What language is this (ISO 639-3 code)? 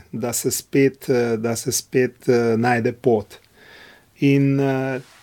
slv